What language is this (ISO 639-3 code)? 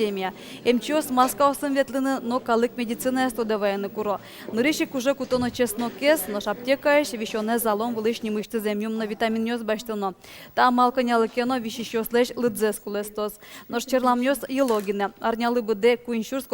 udm